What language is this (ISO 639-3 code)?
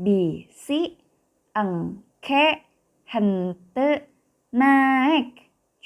sun